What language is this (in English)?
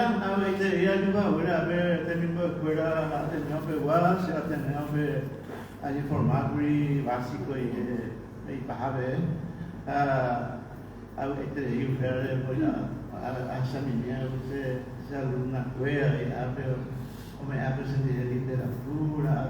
Guarani